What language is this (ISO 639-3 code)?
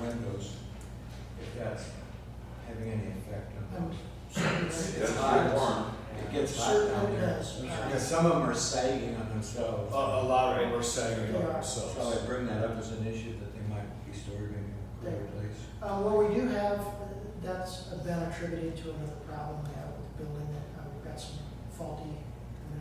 eng